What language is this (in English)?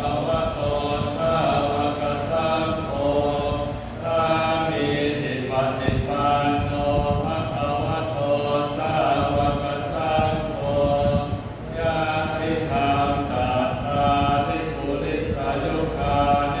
Pali